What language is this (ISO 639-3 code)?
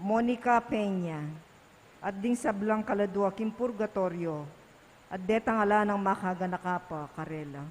pam